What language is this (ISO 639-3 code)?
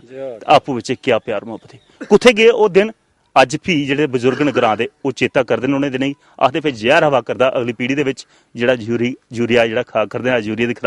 doi